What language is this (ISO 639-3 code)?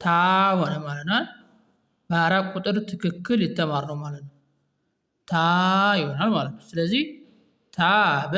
amh